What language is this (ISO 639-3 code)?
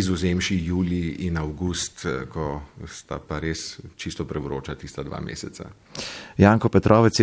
slv